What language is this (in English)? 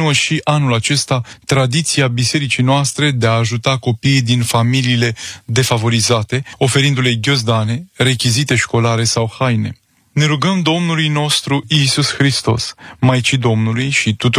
Romanian